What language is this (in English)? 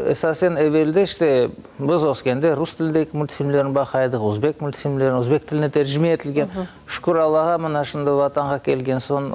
Crimean Tatar